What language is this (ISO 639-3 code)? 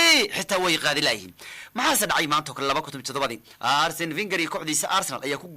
som